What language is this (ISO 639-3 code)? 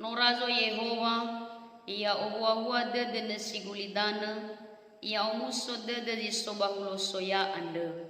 nia